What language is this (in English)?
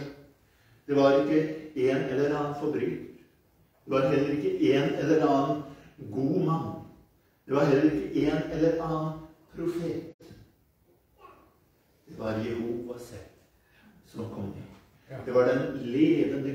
Norwegian